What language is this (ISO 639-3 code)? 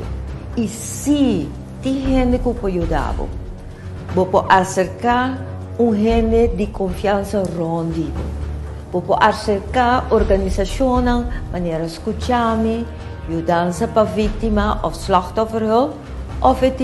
pap